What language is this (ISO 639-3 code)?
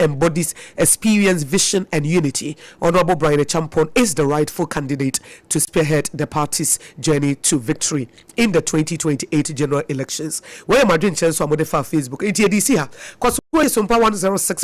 aka